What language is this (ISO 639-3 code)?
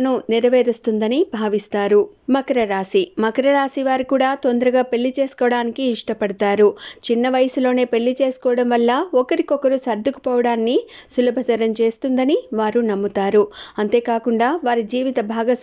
tel